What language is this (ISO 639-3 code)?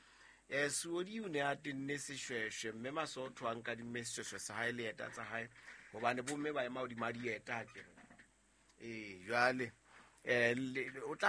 sot